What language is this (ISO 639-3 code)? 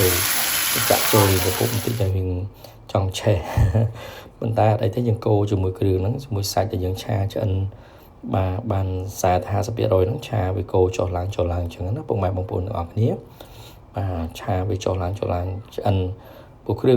khm